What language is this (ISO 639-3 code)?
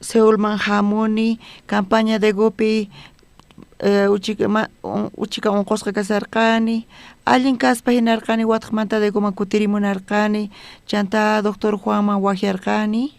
quh